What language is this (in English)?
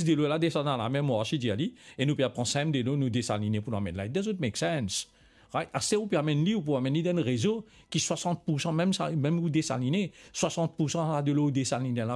Morisyen